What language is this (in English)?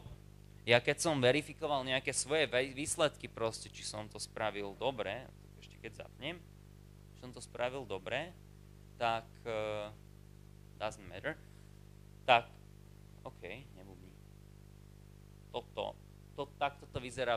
Slovak